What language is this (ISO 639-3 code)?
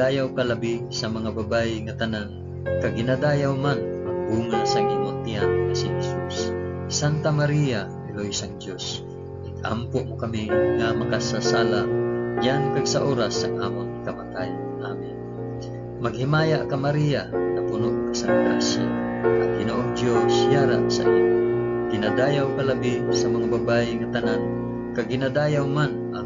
hil